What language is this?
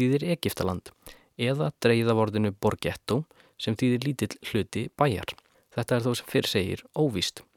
Icelandic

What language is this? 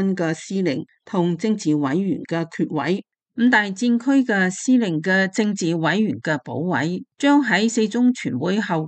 Cantonese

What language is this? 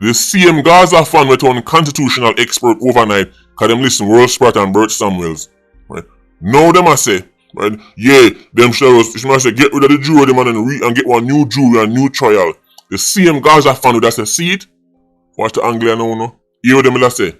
Jamaican Creole English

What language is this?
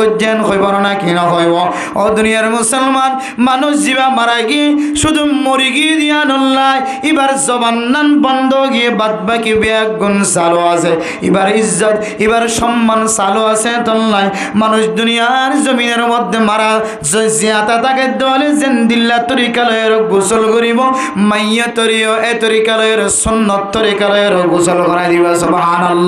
Rohingya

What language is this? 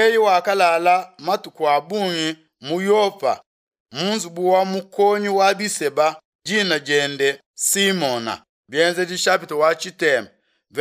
Luba-Lulua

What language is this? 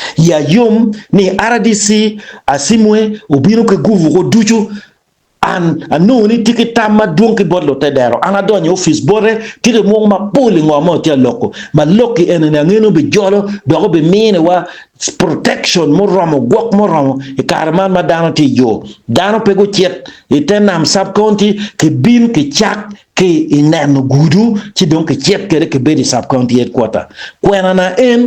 Acoli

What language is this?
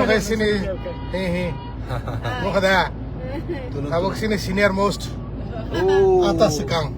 Kok Borok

